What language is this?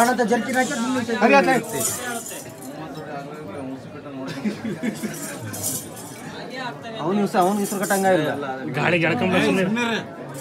Kannada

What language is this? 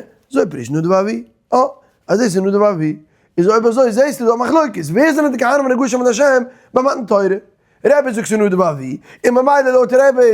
Yiddish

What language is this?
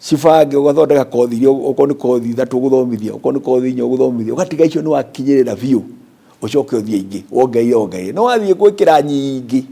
Kikuyu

